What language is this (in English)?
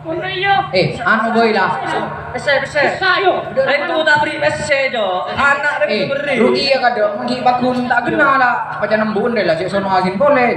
Madurese